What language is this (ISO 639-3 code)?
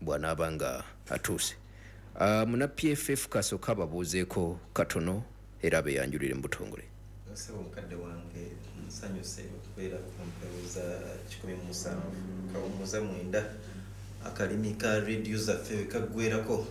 lug